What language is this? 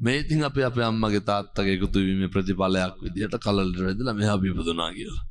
Sinhala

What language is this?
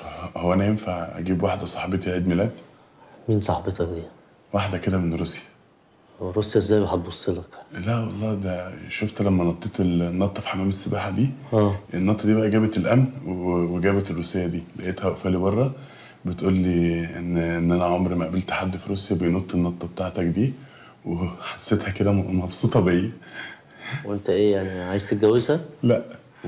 Egyptian Arabic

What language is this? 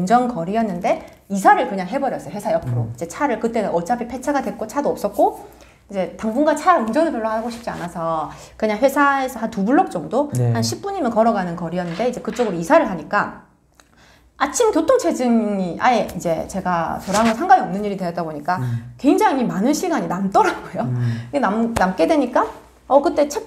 Korean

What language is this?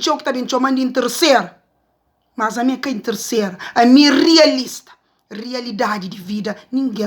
Kabuverdianu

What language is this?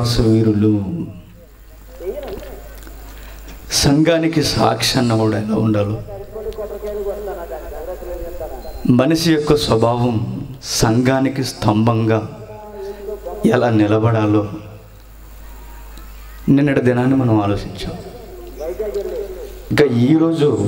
Telugu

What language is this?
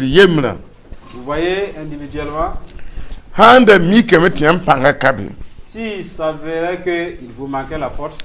Mossi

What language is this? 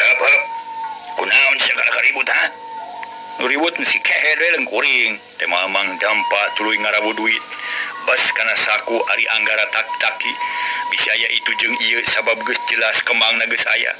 Sundanese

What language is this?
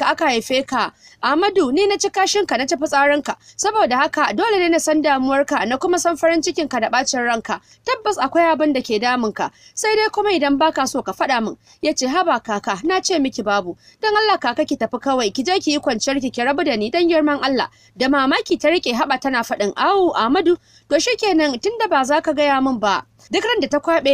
Hausa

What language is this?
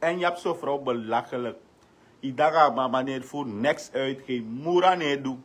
Sranan Tongo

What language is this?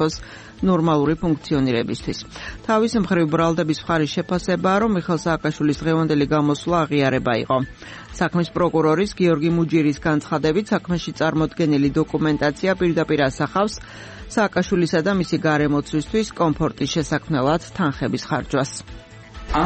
Georgian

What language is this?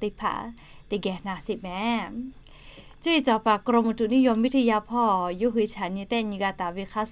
Lahu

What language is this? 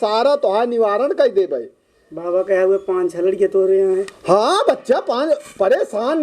Awadhi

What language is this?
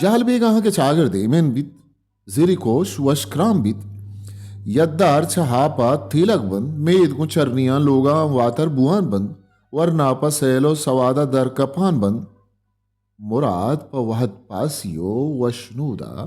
Baluchi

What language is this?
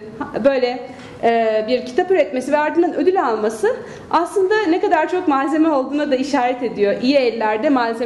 Turkish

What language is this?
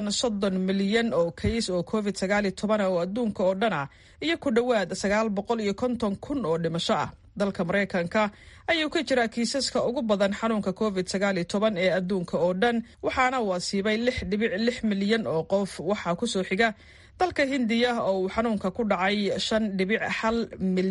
Somali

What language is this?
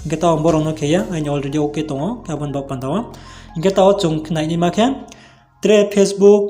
Riang (India)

